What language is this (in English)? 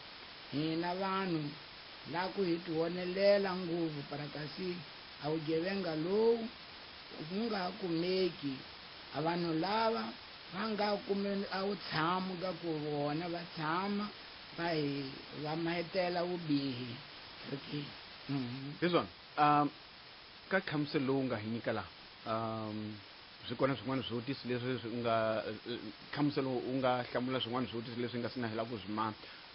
Tsonga